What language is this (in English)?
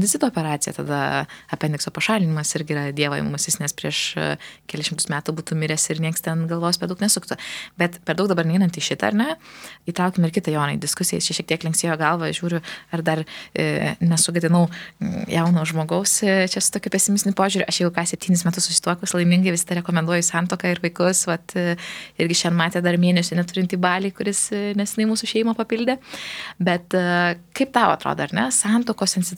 Lithuanian